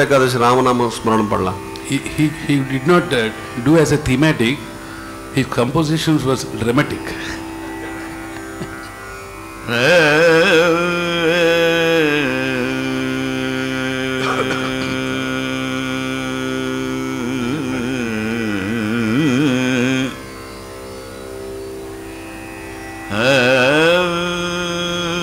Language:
Telugu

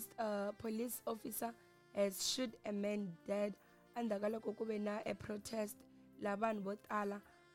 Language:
Tsonga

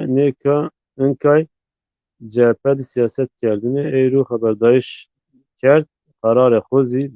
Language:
Zaza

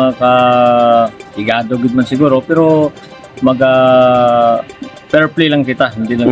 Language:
Hiligaynon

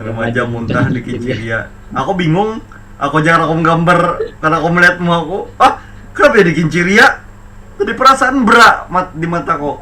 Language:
Banjar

